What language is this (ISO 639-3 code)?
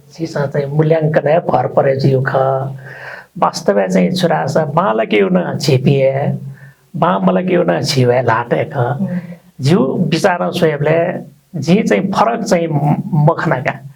new